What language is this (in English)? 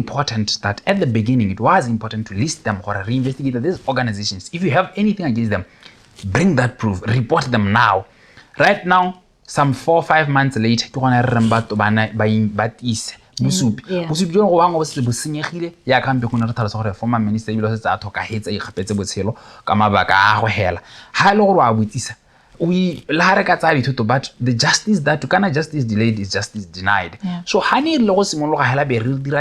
Tswana